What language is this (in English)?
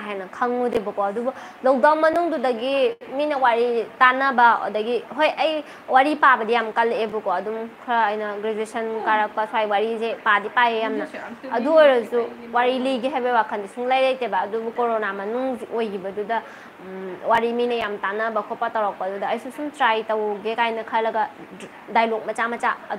Manipuri